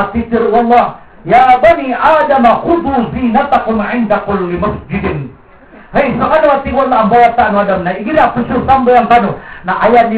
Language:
Maranao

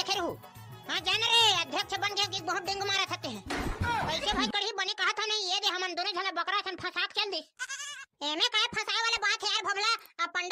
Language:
Chhattisgarhi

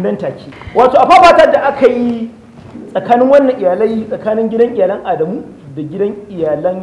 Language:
Hausa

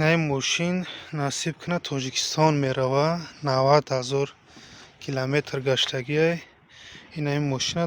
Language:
Tajik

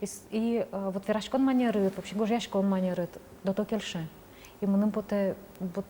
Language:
Udmurt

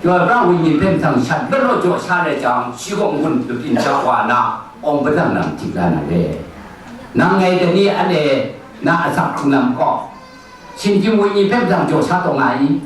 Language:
Kachin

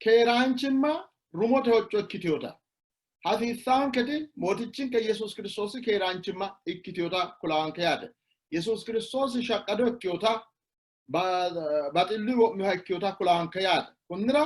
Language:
Sidamo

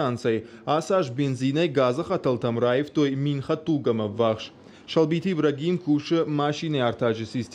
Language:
Ossetic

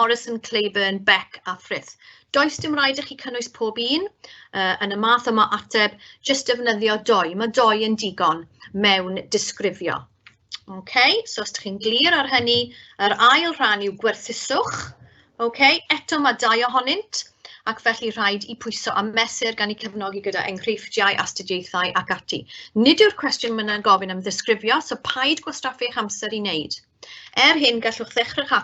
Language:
Welsh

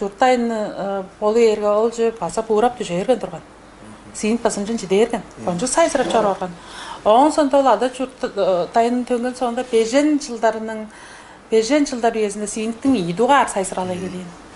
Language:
Tuvinian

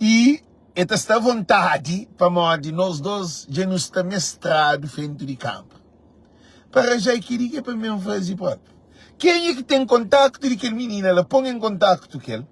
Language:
Kabuverdianu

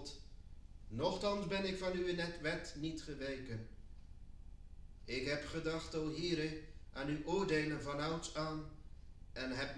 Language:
Dutch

